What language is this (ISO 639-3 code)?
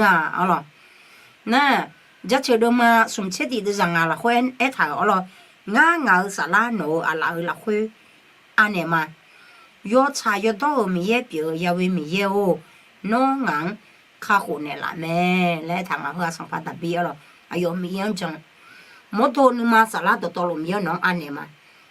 ahk